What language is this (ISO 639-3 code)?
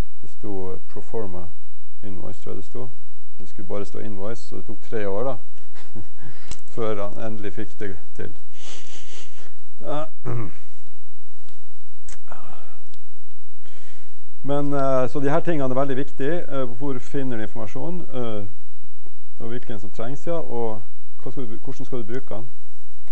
nor